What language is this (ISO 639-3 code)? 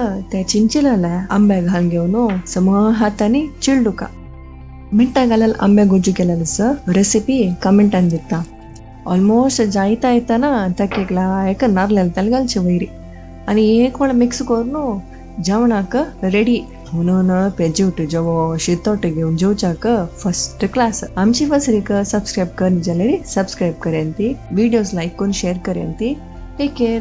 kok